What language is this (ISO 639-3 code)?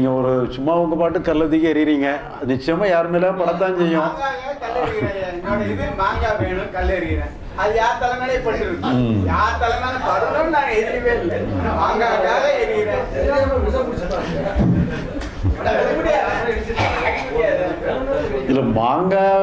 tam